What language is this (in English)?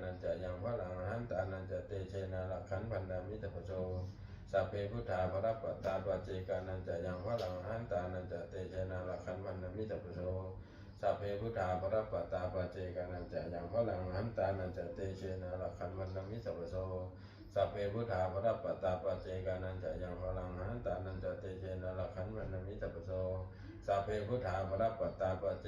Pali